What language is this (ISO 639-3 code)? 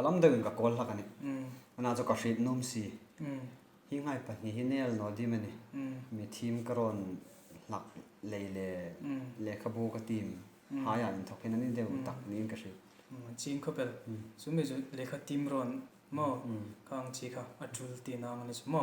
hmr